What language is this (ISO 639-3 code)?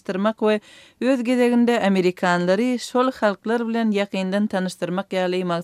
tuk